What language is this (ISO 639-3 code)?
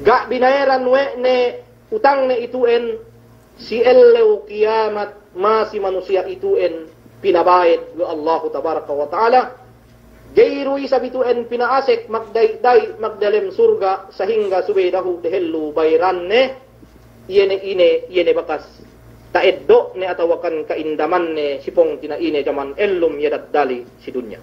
yka